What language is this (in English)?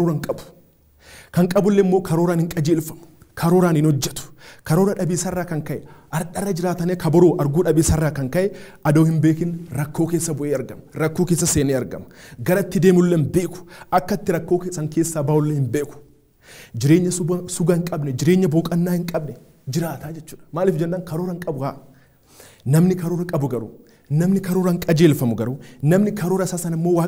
Oromo